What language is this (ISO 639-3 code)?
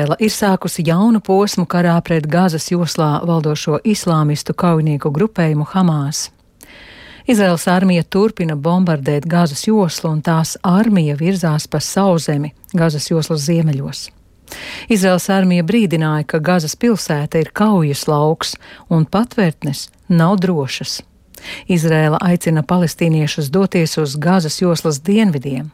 lav